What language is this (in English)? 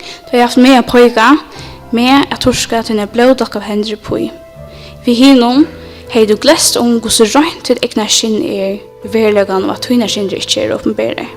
Faroese